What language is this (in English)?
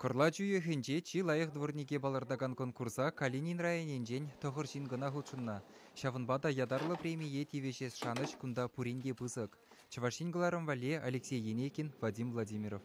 Chuvash